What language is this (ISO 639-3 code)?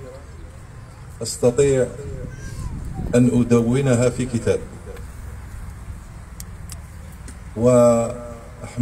arq